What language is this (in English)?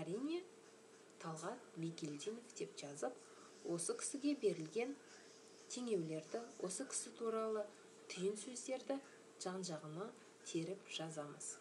Kazakh